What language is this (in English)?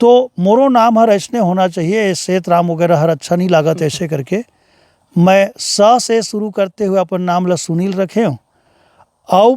Chhattisgarhi